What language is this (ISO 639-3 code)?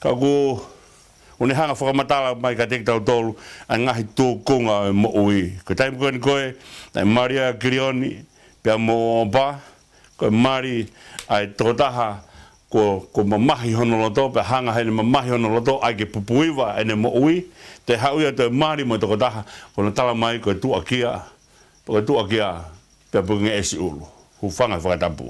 ton